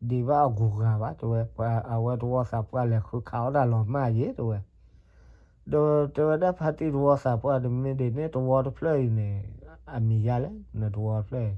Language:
S'gaw Karen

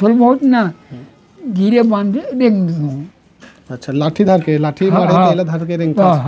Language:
Chhattisgarhi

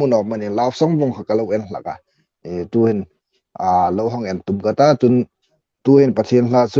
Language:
Hmar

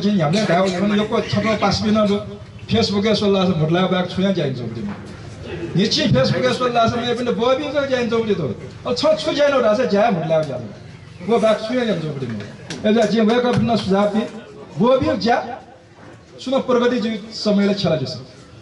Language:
Newari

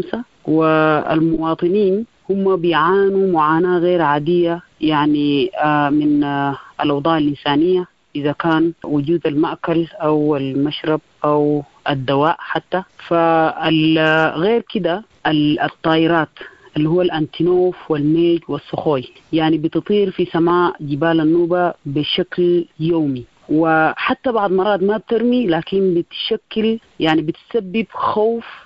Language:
Sudanese Arabic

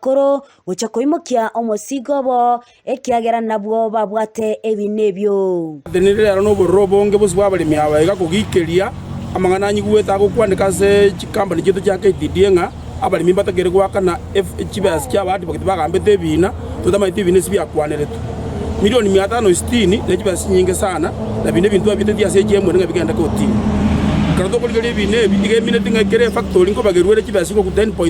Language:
Gusii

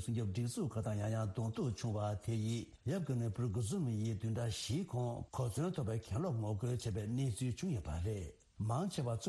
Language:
Tibetan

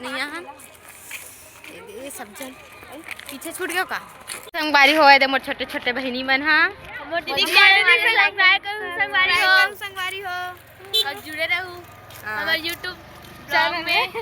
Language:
Chhattisgarhi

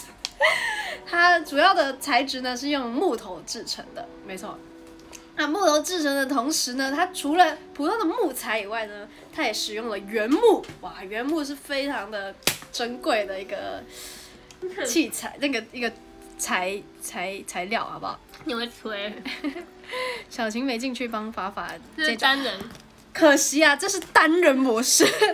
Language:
Chinese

